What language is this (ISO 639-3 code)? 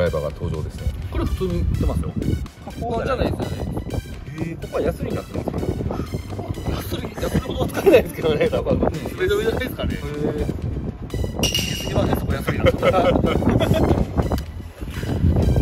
jpn